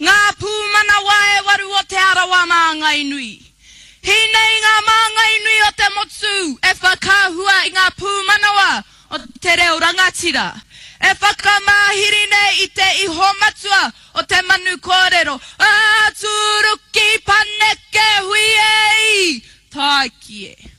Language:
Māori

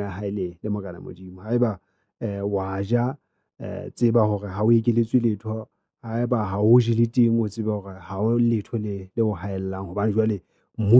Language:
Southern Sotho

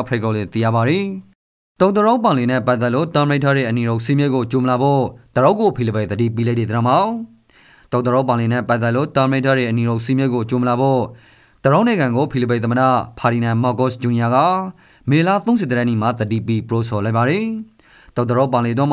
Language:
Rakhine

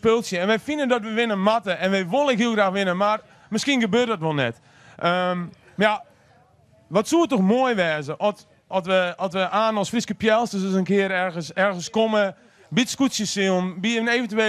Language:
Western Frisian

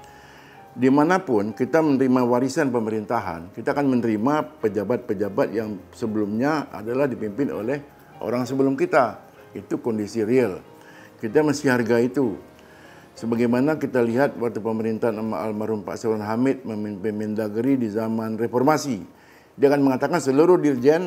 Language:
Indonesian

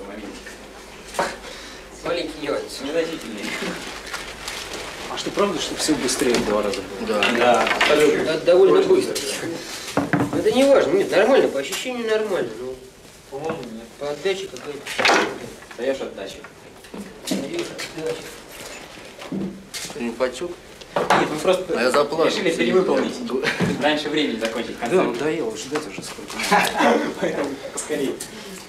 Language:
Russian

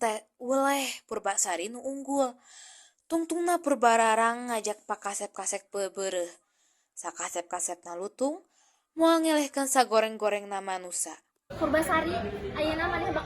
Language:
Sundanese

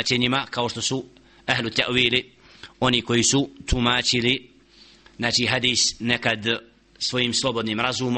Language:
Bosnian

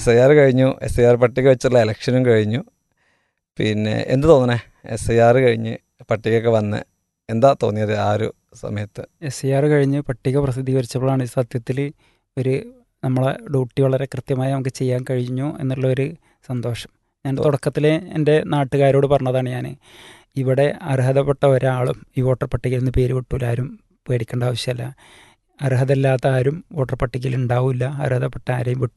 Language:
Malayalam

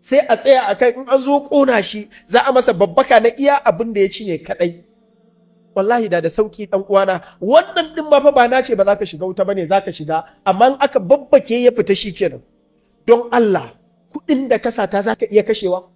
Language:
Hausa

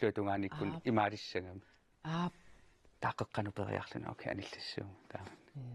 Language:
Kalaallisut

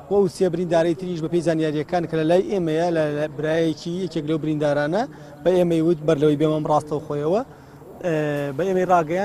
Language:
Central Kurdish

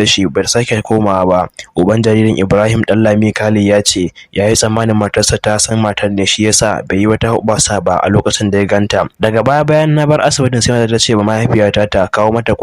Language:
Hausa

